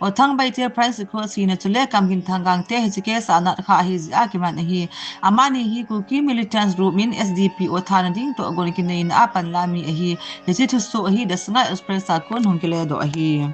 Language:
Thado Chin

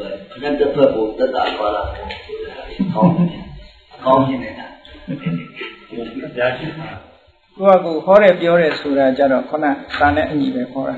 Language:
Burmese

